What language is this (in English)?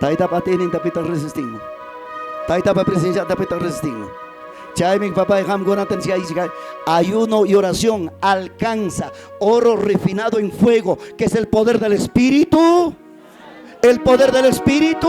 Ayacucho Quechua